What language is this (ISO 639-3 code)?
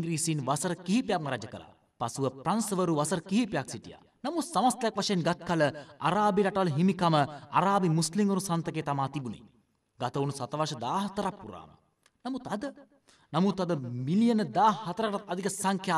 sin